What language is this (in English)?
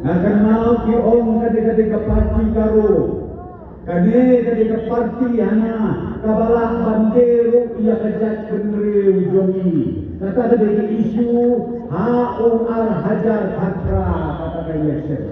Khasi